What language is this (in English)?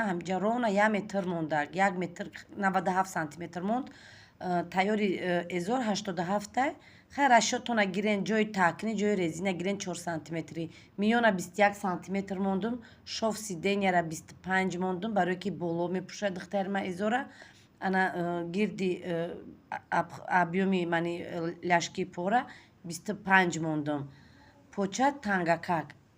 Tajik